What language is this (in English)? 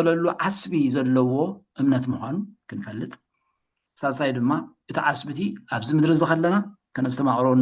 Tigrinya